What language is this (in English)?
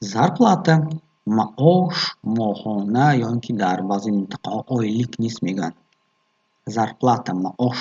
Tajik